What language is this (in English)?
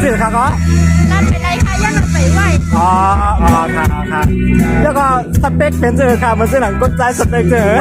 Shan